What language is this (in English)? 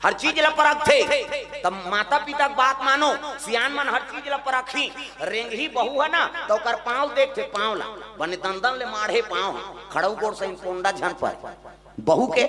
Chhattisgarhi